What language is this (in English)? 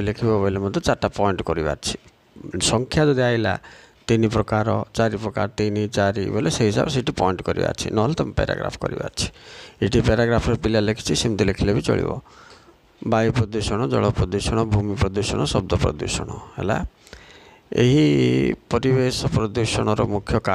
Odia